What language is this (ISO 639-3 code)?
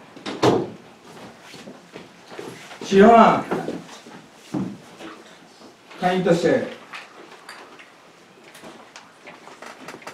mya